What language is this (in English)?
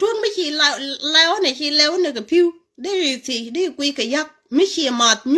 Nuer